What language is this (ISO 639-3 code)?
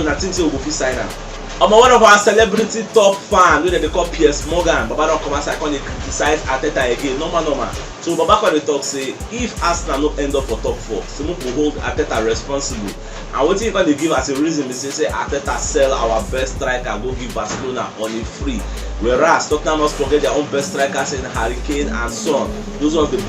pcm